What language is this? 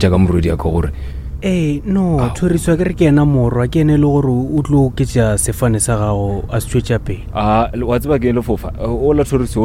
Northern Sotho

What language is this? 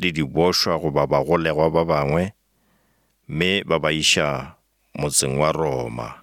Northern Sotho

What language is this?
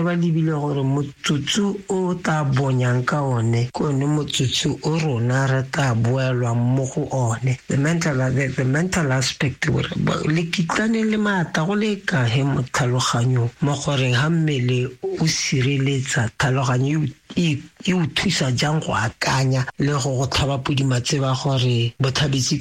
Tswana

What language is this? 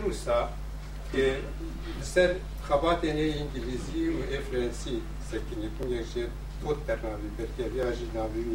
Kurdish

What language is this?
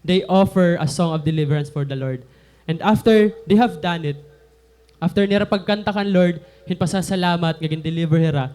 Waray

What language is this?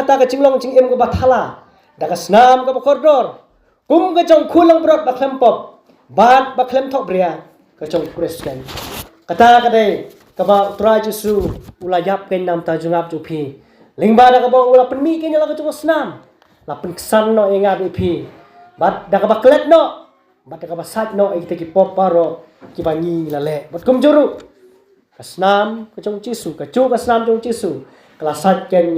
Khasi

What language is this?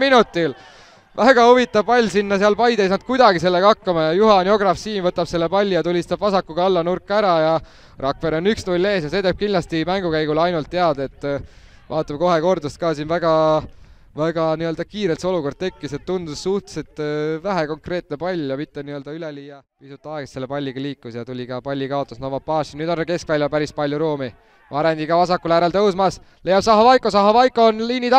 Estonian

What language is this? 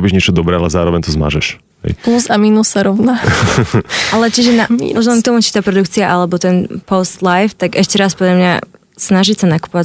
Slovak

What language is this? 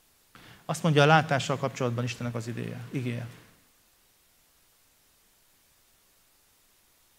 Hungarian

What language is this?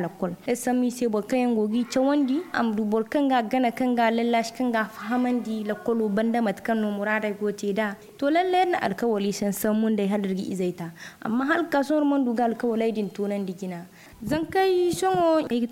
Zarma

